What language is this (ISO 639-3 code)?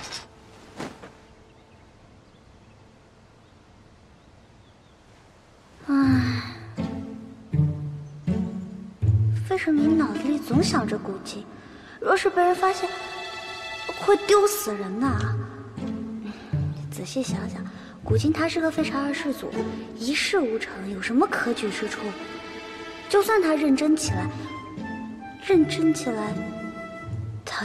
zho